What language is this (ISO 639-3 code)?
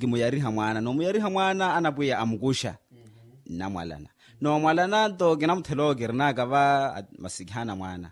vmw